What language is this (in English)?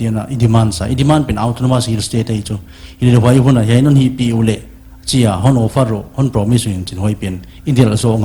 Paite Chin